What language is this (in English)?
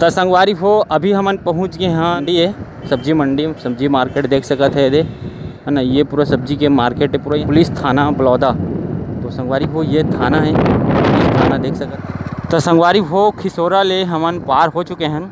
Chhattisgarhi